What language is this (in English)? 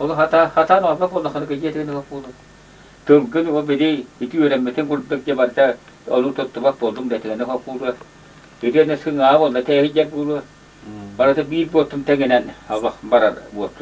Yakut